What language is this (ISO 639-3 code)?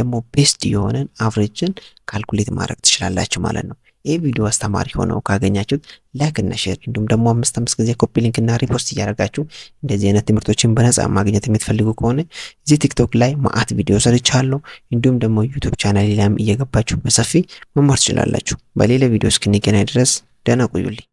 amh